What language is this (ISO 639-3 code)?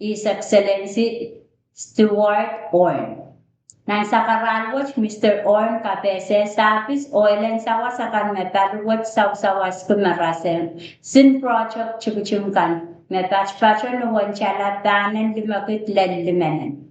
pon